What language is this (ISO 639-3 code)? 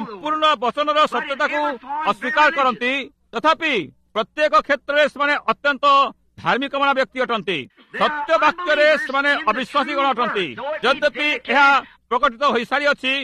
ori